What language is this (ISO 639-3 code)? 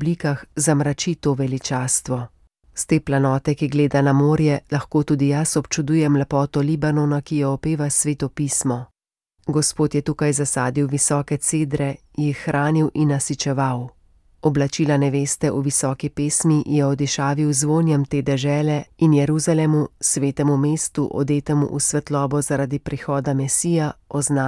slv